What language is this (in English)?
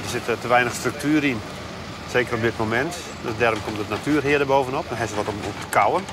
Western Frisian